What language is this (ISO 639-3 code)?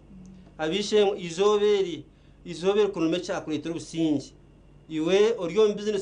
nyn